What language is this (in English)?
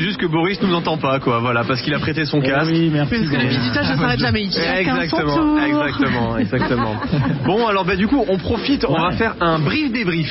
French